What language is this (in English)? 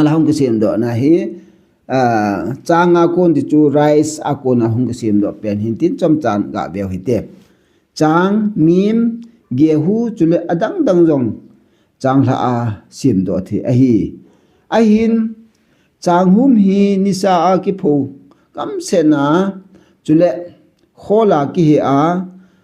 Thado Chin